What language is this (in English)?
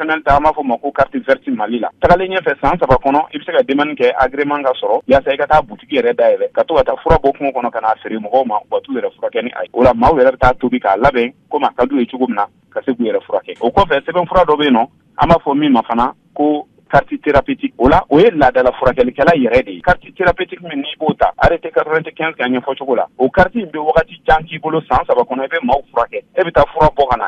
Bambara